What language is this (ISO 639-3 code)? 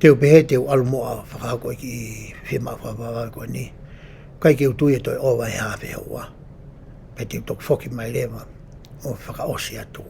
ton